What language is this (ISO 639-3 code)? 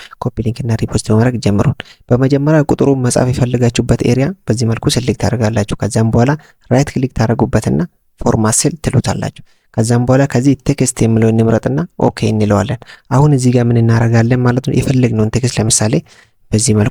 amh